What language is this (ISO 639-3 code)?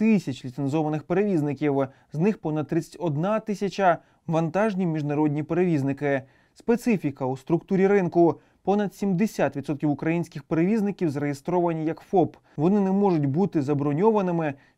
ukr